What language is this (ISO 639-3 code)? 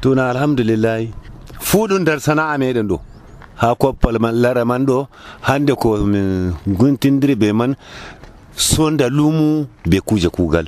fuv